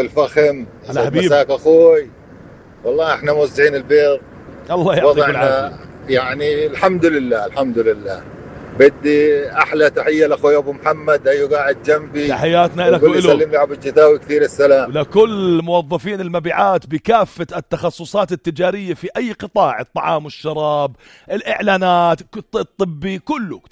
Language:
North Levantine Arabic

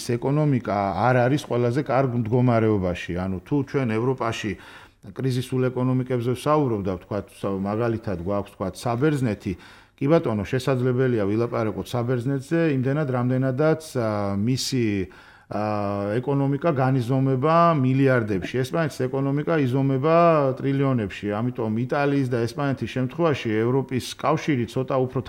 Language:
Georgian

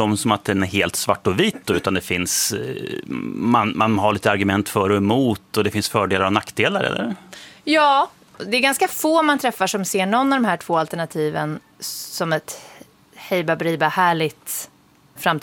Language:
Swedish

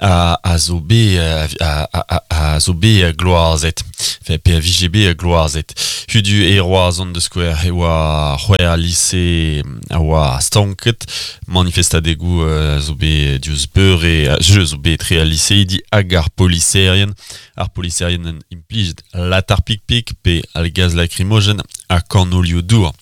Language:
Breton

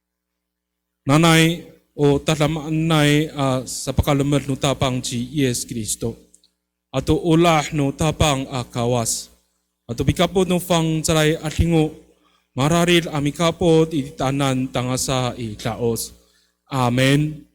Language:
Amis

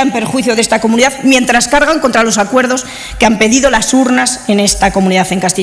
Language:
Spanish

